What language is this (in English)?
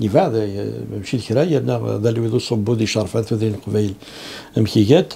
Kabyle